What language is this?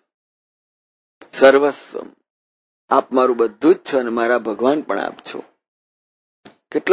Gujarati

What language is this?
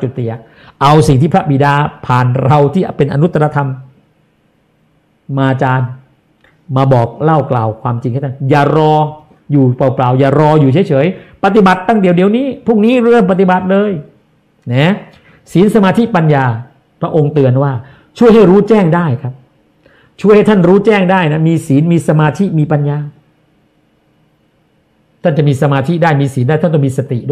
Thai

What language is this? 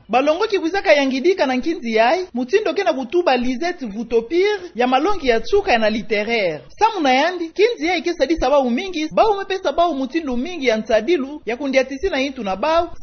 Kituba (Democratic Republic of Congo)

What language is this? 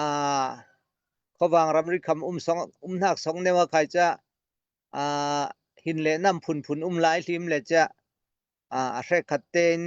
Falam Chin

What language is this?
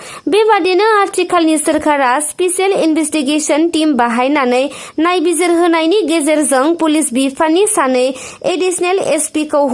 Bodo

